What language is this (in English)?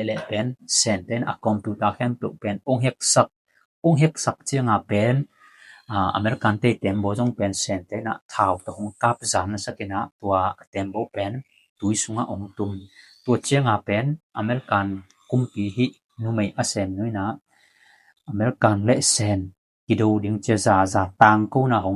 Tedim Chin